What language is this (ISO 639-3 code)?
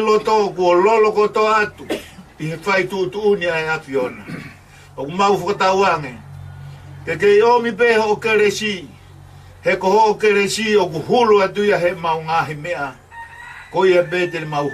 ton